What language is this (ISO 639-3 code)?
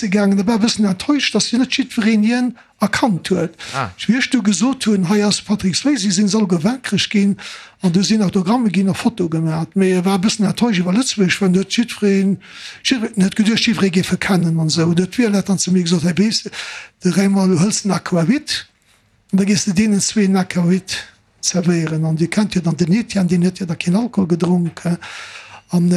ltz